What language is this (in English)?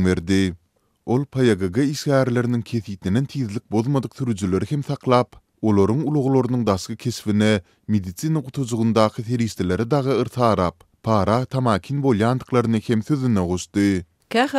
Turkmen